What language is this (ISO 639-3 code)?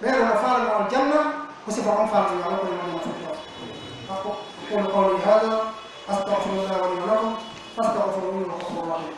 fuf